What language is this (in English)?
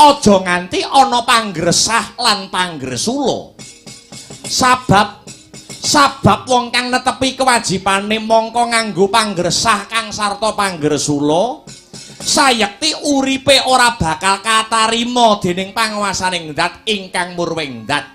Javanese